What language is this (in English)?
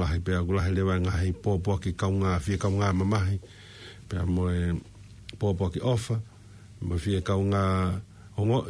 Tongan